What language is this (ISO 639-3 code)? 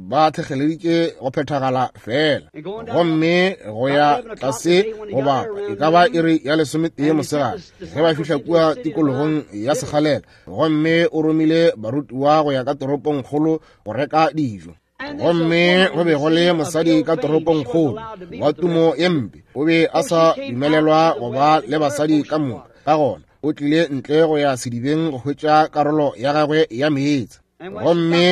nso